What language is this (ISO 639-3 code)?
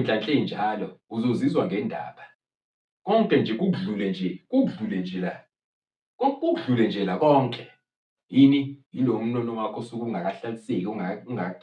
zul